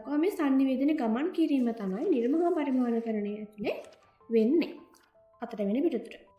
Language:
Sinhala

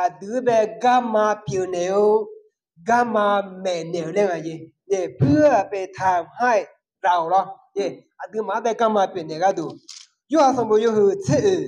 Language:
Akha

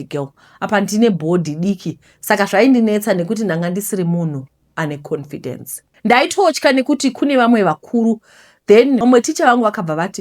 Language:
Shona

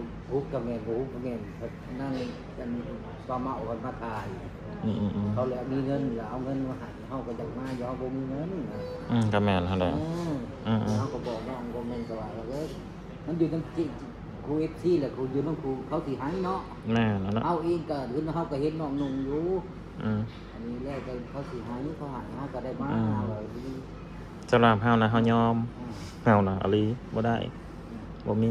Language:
Northeastern Thai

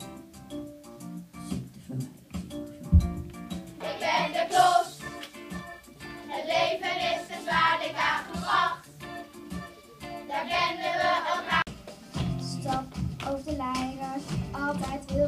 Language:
Dutch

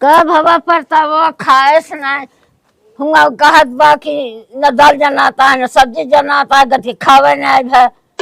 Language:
Awadhi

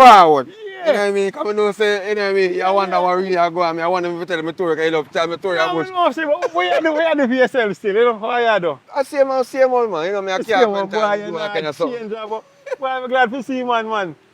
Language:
Jamaican Creole English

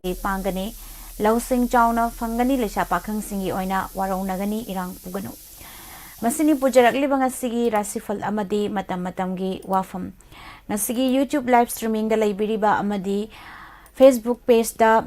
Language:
Manipuri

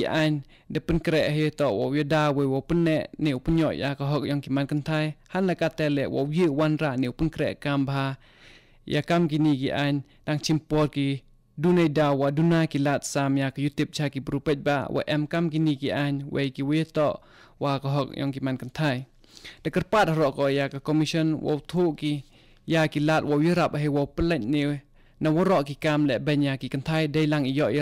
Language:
Khasi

